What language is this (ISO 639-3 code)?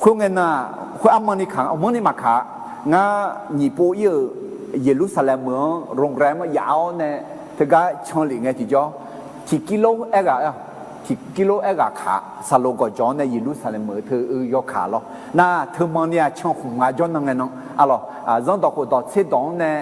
ahk